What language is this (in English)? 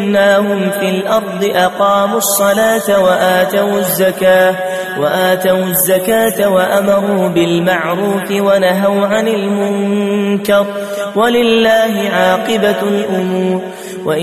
Arabic